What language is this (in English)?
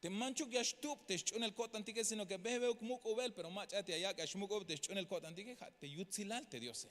Tzeltal